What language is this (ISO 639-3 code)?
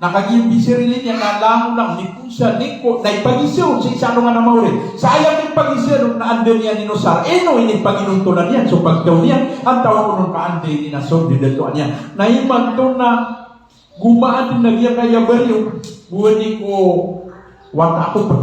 mrw